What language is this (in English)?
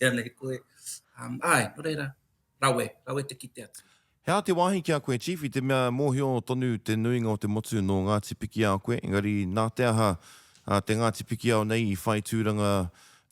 Māori